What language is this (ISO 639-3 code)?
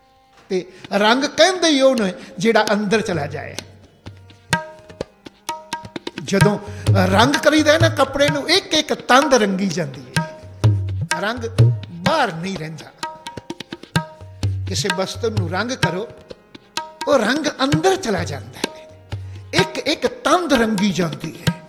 pan